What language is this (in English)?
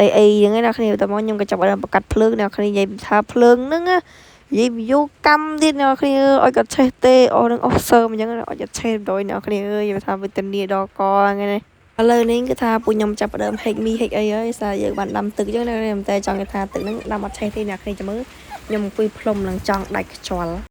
Khmer